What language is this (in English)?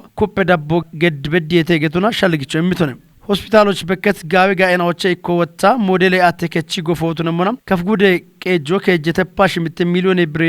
Kafa